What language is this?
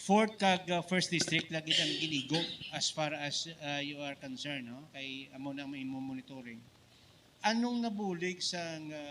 Hiligaynon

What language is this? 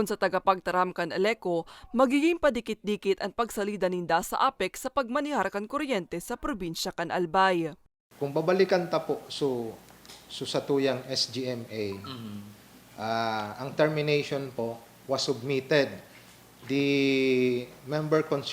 Bikol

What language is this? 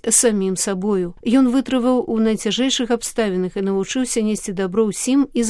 Belarusian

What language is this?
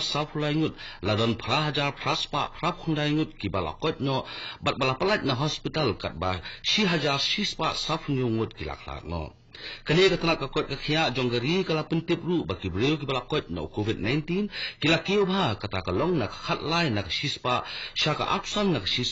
Khasi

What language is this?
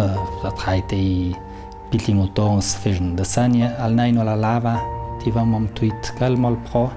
Ladin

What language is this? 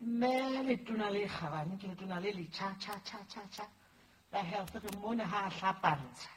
Southern Sotho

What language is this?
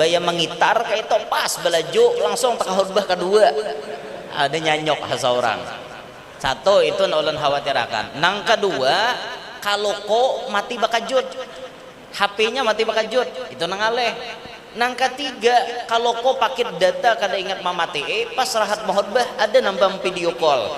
Banjar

